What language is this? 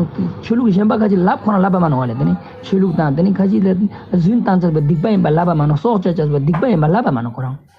Ladakhi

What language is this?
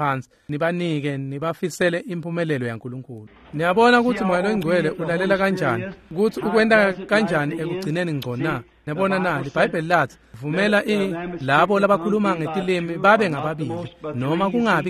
Swati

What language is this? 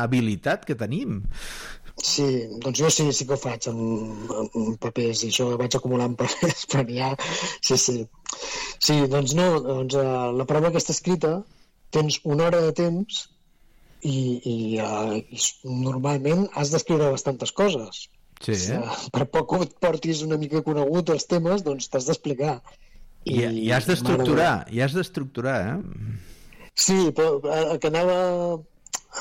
Catalan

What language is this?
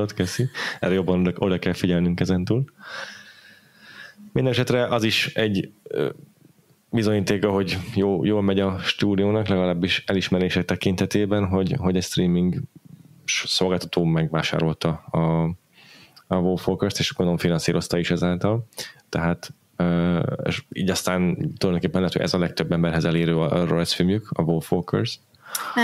Hungarian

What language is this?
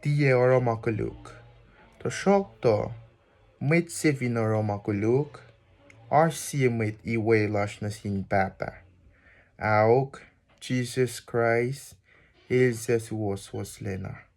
Kosraean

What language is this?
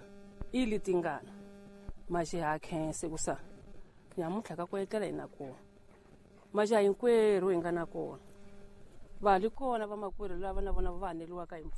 Tsonga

